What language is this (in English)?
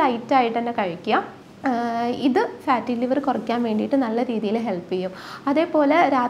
Malayalam